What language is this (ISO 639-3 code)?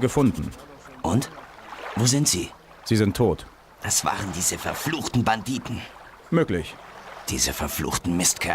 bar